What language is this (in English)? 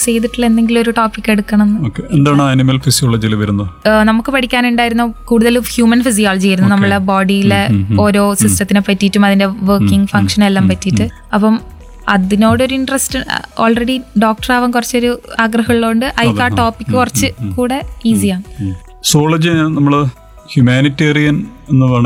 Malayalam